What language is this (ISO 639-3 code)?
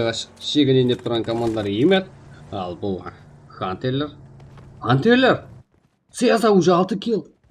kaa